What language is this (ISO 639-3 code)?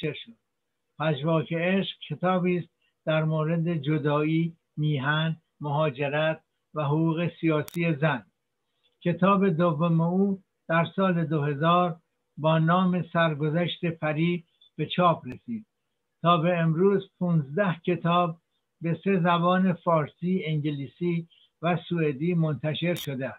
fas